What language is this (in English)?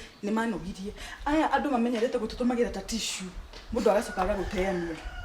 Kikuyu